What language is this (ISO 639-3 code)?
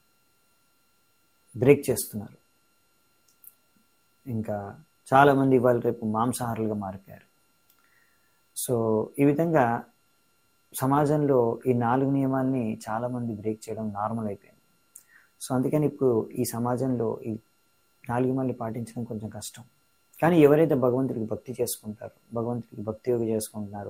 tel